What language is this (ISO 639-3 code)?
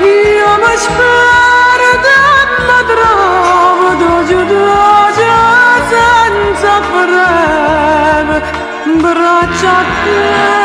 nap